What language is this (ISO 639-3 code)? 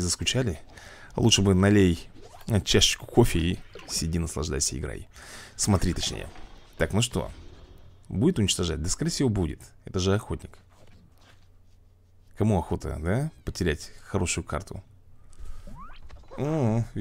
rus